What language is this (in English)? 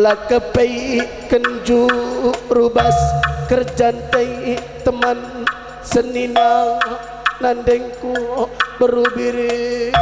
Batak Karo